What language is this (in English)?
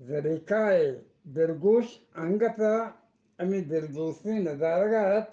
Eastern Balochi